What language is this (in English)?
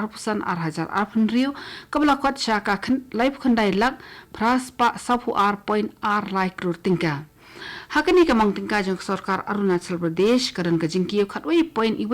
Khasi